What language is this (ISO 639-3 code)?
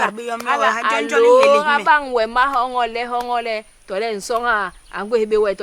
bas